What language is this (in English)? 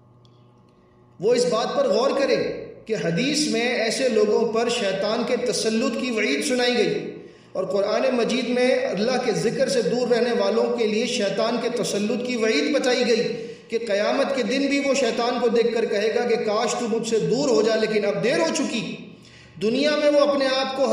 Urdu